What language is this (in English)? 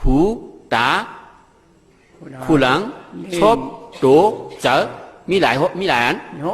Shan